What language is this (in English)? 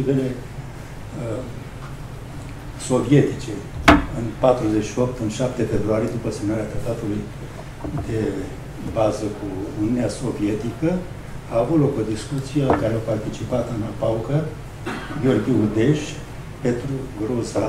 Romanian